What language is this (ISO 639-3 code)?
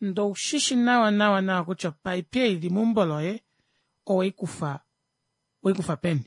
kua